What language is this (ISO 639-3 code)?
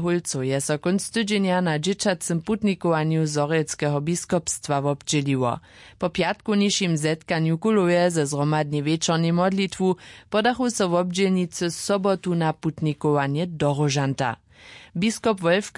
hsb